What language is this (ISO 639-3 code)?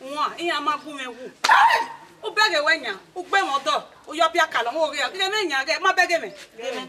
bin